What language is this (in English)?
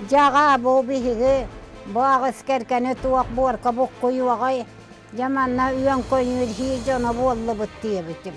Yakut